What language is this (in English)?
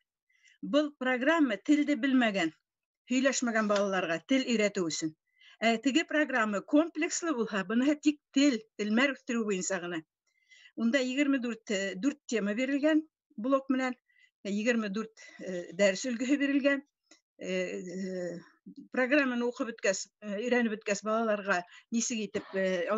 Bashkir